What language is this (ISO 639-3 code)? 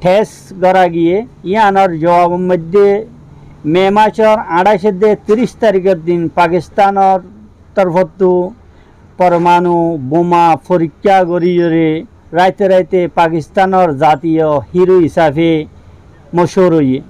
rhg